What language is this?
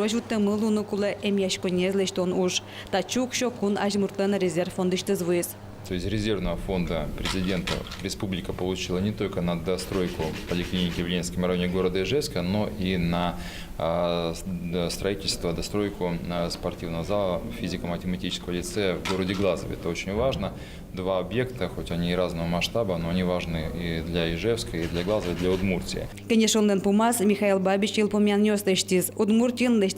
Udmurt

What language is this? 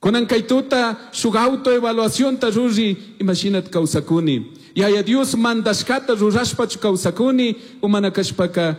Chimborazo Highland Quichua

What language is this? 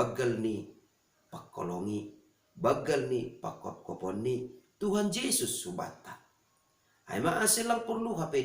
Batak Simalungun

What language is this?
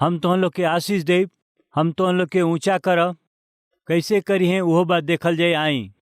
Bhojpuri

